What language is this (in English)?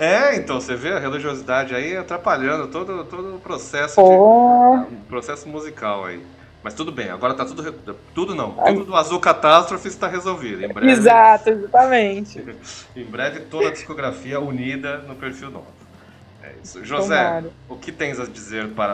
Portuguese